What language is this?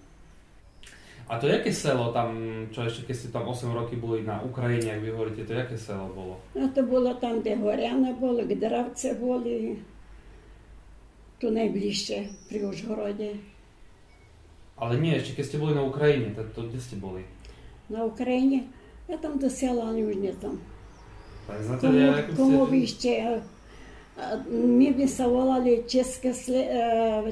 Slovak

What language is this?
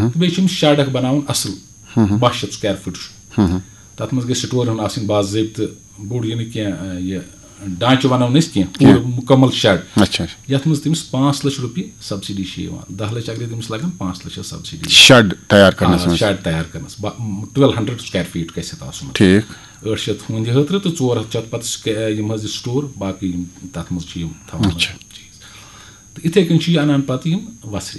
Kashmiri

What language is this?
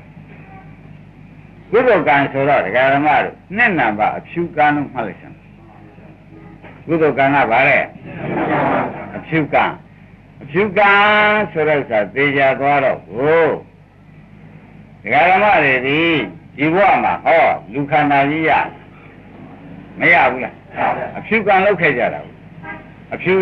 Burmese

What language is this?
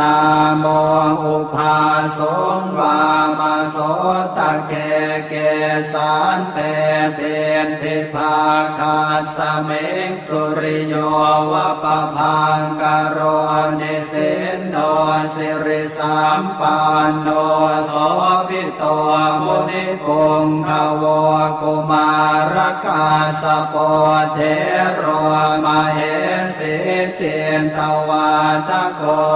Pali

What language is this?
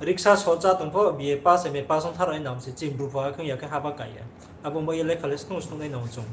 Riang (India)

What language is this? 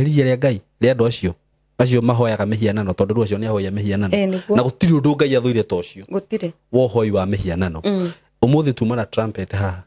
Kikuyu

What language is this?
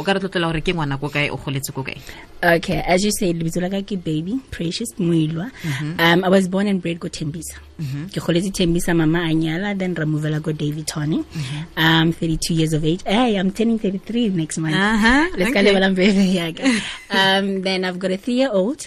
Tswana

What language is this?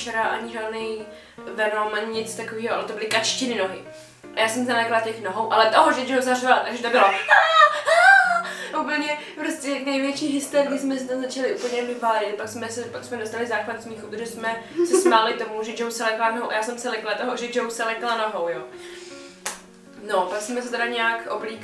Czech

